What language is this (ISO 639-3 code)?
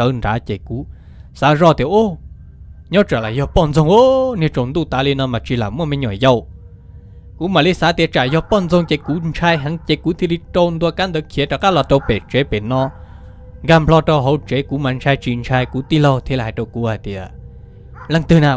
hmn